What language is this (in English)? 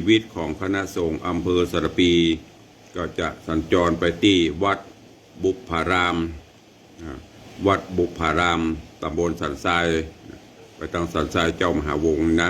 Northern Thai